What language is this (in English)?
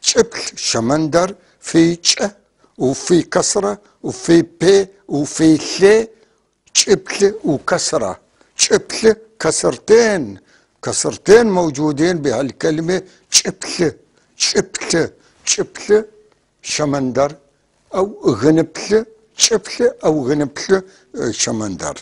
North Levantine Arabic